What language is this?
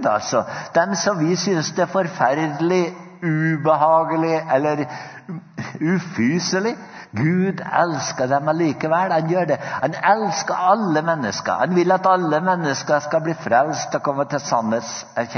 Norwegian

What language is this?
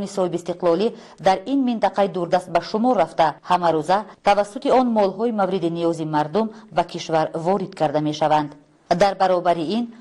Tajik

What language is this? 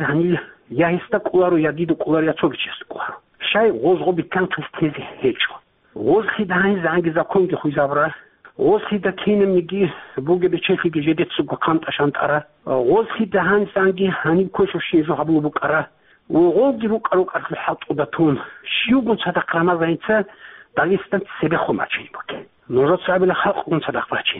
Avaric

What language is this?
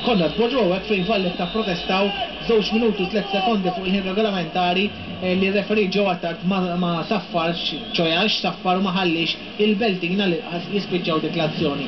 Maltese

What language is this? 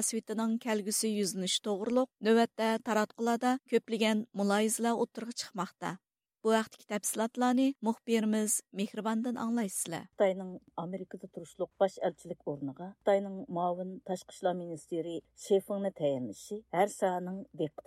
Uyghur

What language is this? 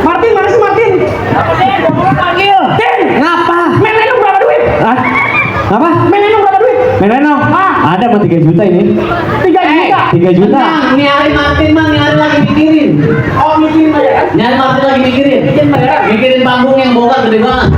Betawi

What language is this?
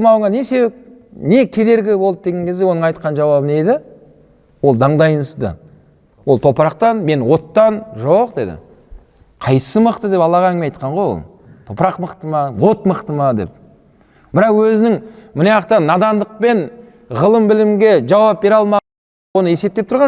Kazakh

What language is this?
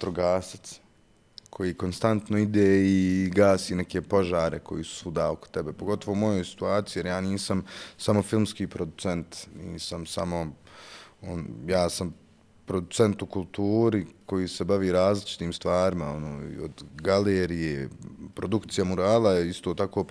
Bosnian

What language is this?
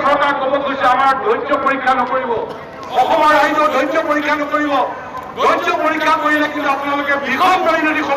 Assamese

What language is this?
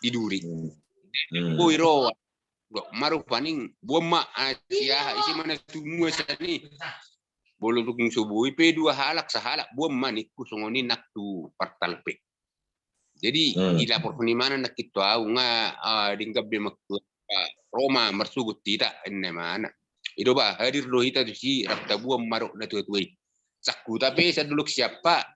Batak Toba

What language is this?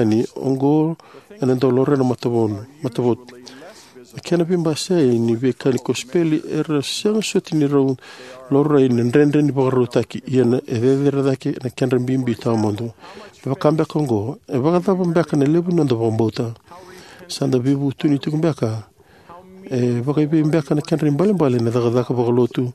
Fijian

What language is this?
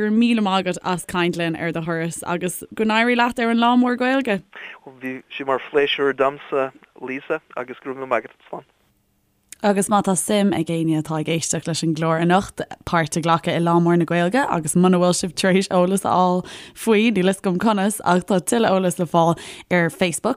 Irish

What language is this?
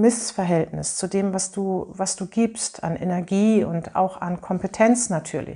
German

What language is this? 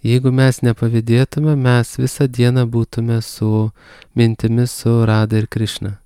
Lithuanian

